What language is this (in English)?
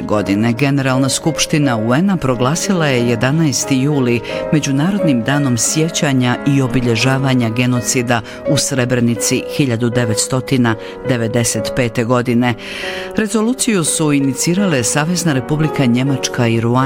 Bosnian